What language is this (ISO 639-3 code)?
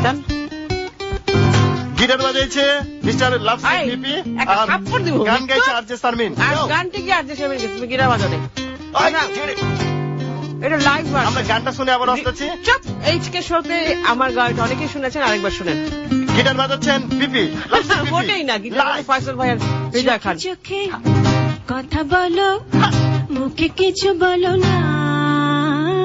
ben